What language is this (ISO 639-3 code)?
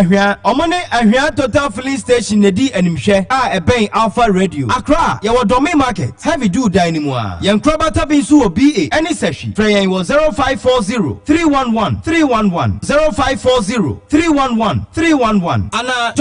aka